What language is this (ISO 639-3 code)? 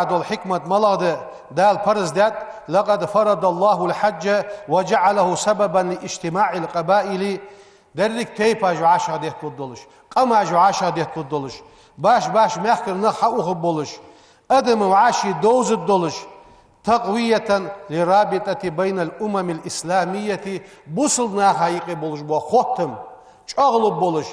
inh